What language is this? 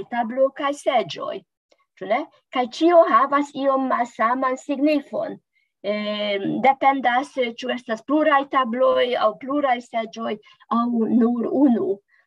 Esperanto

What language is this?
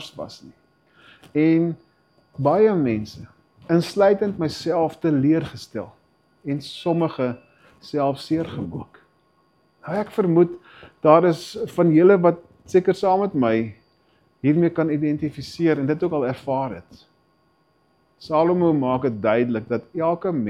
Afrikaans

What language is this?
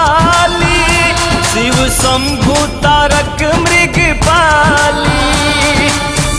Bhojpuri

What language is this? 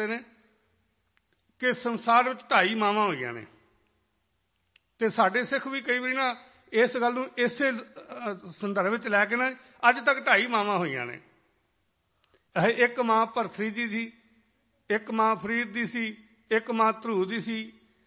Punjabi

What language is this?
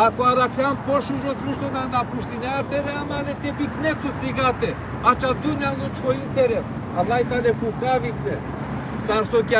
Balkan Romani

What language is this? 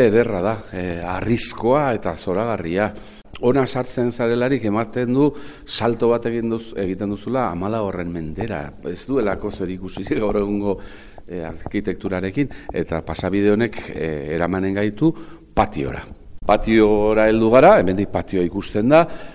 Basque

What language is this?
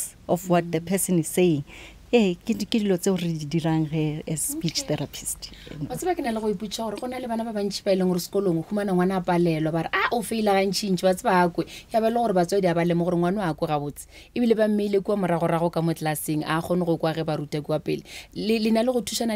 Northern Sotho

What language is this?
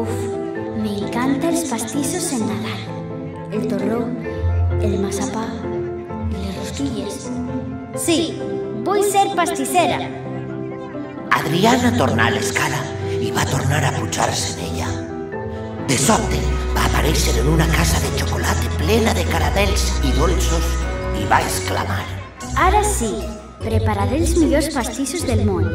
Catalan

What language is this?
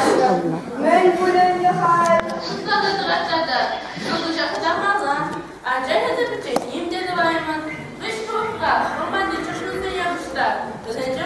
Chuvash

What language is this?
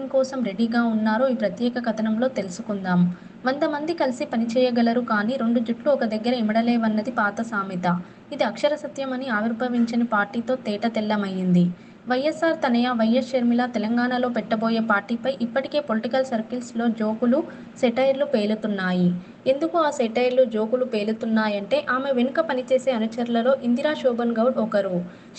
Telugu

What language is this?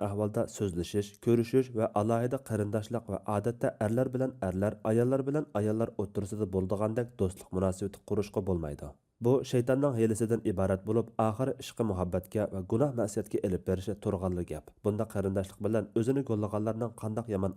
Uyghur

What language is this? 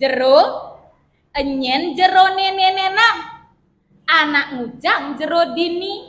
Balinese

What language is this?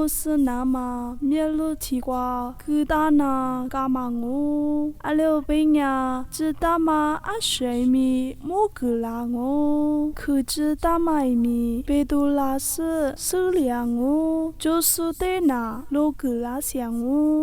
Lisu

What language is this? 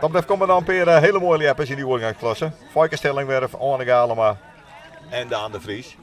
Western Frisian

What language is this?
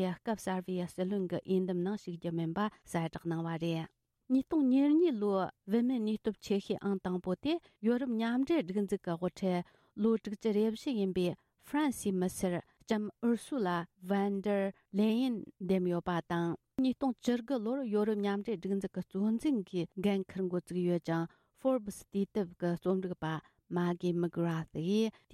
Tibetan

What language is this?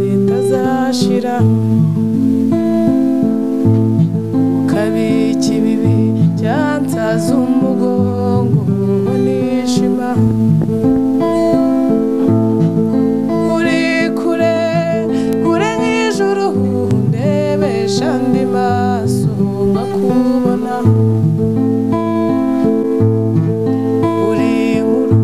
Kinyarwanda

